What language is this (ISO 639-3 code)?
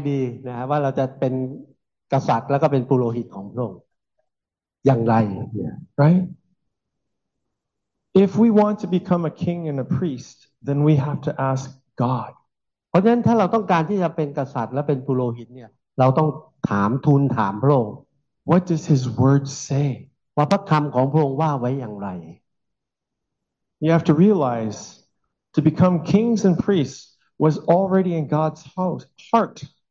tha